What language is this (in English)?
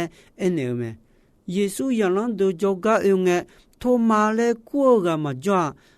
Akha